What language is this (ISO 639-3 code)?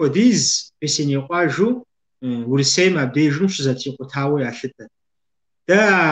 kbd